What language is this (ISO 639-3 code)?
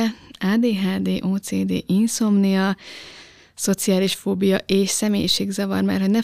hun